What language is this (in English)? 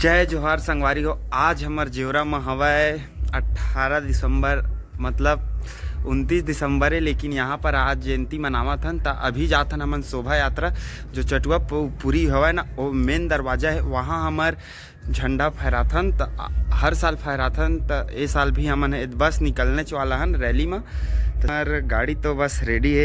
Chhattisgarhi